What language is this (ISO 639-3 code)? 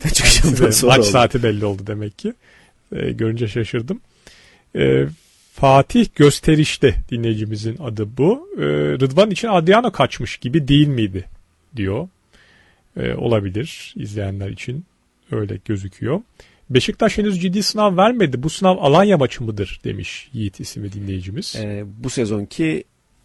tur